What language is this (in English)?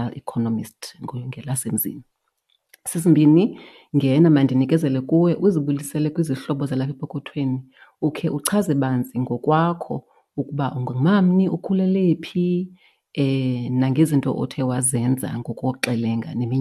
Xhosa